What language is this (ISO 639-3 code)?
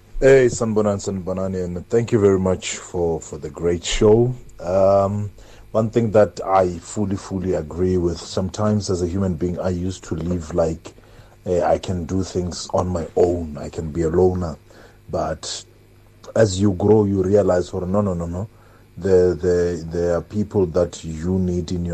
eng